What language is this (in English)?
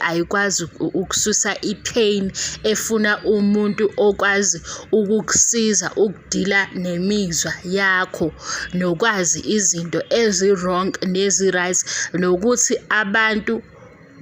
Zulu